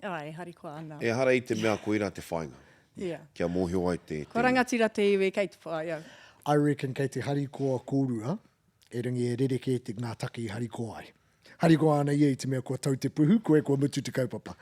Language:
Māori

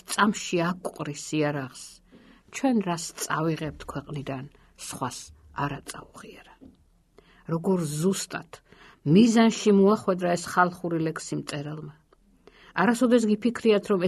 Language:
Georgian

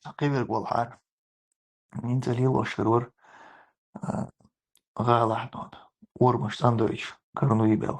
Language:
Chechen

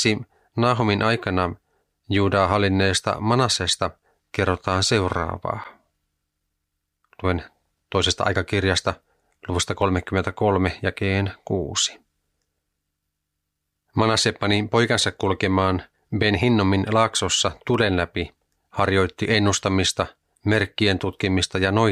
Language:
Finnish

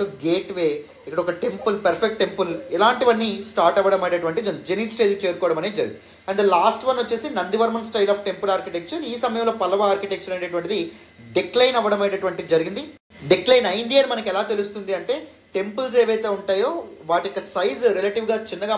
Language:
Telugu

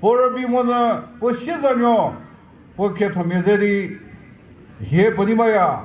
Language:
Chokri Naga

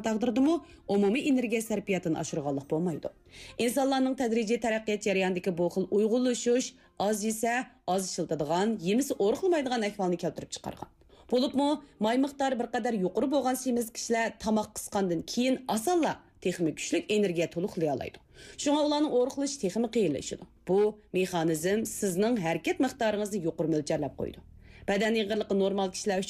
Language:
Uyghur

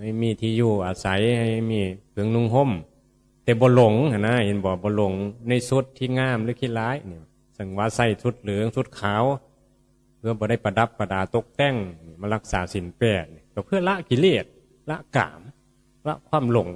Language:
Northeastern Thai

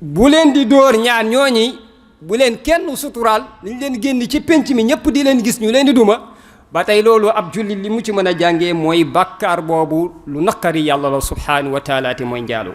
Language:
Wolof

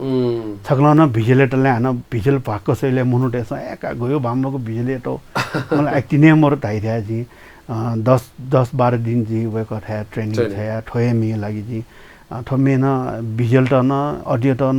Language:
Newari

